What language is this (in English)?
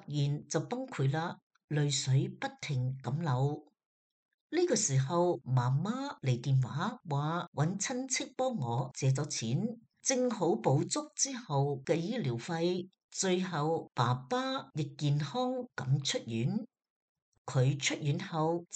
Cantonese